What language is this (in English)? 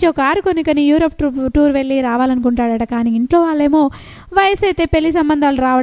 Telugu